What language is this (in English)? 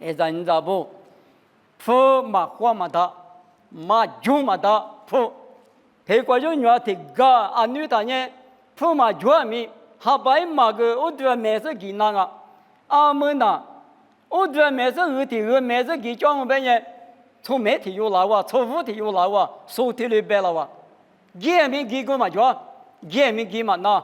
Lisu